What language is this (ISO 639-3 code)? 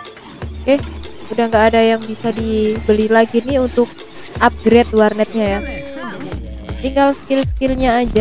ind